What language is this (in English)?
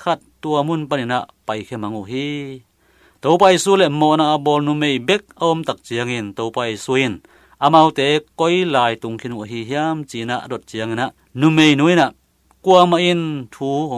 Tedim Chin